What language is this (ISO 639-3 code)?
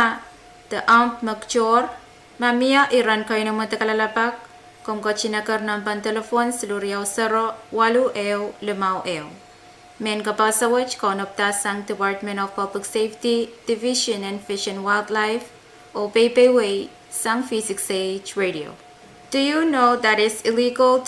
pon